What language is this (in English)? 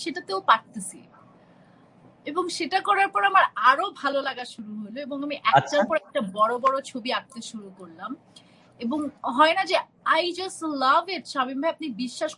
Bangla